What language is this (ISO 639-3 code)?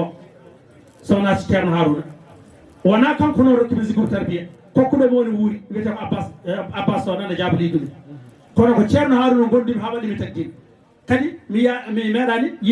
ful